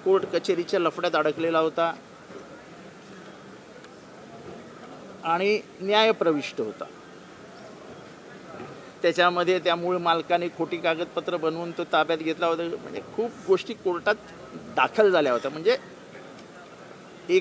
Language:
Marathi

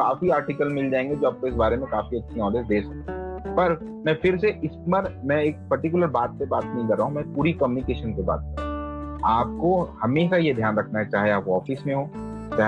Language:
Hindi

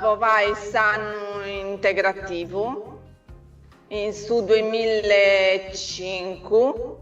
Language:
Sardinian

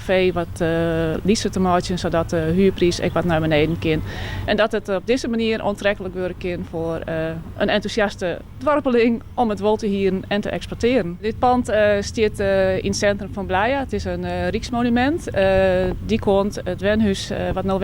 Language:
Western Frisian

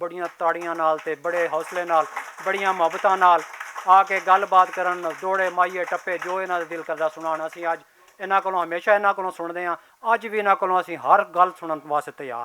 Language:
Western Panjabi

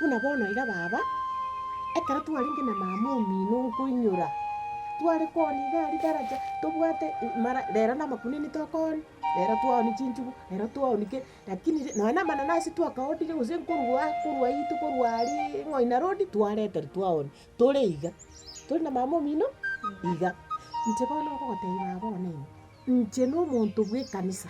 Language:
Gusii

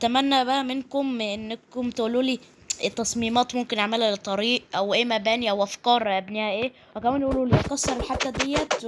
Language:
Egyptian Arabic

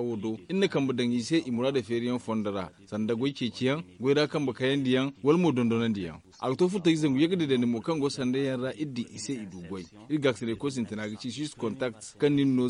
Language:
Zarma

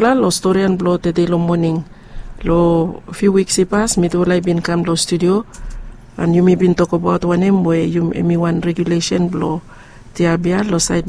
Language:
Bislama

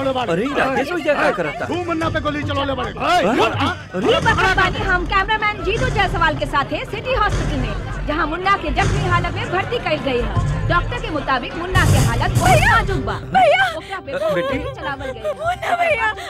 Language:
Bhojpuri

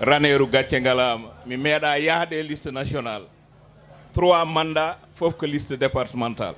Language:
Fula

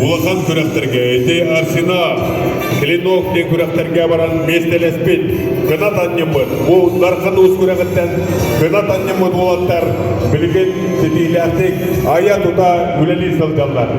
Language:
Yakut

